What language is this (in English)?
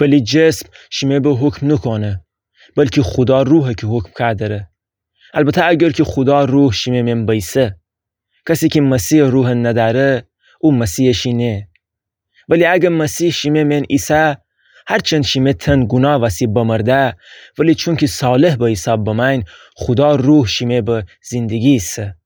Gilaki